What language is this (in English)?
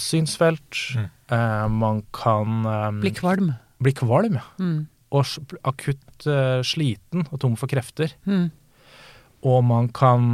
Norwegian